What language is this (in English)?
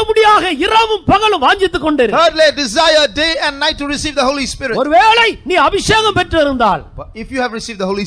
Tamil